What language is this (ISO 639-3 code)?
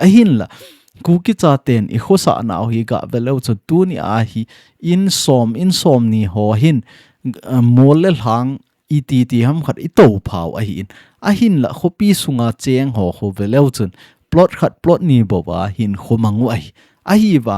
tcz